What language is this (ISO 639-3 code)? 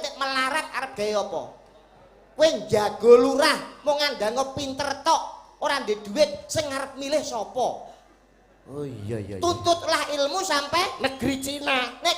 jav